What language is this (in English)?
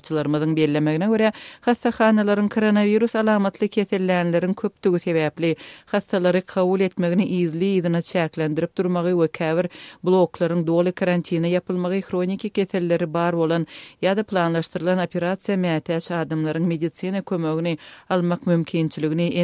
Turkmen